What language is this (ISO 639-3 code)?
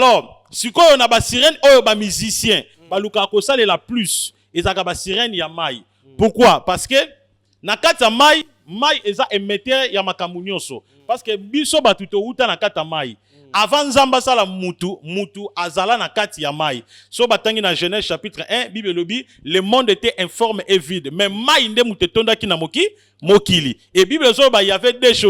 lin